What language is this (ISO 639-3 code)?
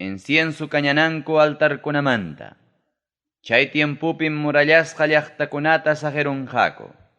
quy